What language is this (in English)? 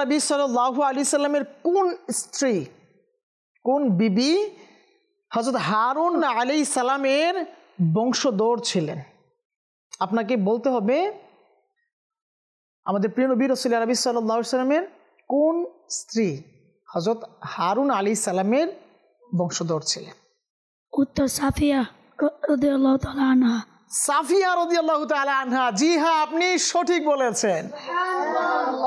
Bangla